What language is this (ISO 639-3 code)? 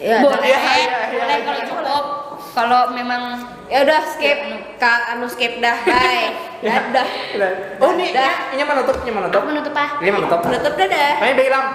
bjn